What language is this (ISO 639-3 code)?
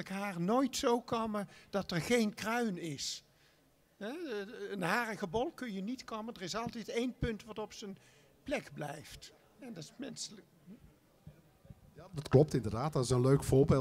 nld